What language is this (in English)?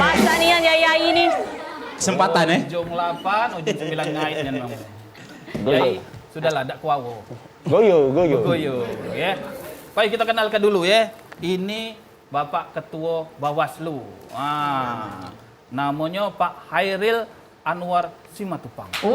Musi